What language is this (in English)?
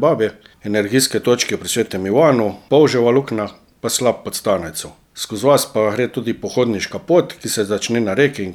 Slovenian